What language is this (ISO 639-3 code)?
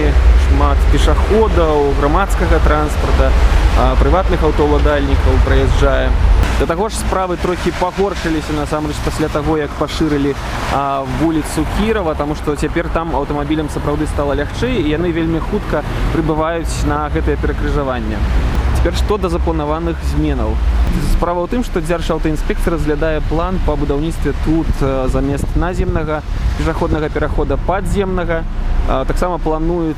bel